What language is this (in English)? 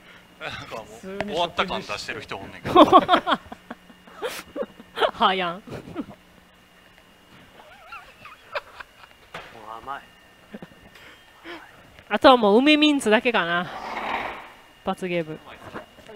Japanese